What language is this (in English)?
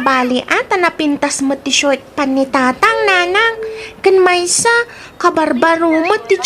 Iloko